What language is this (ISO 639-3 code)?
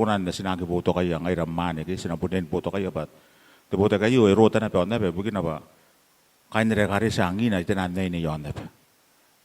gil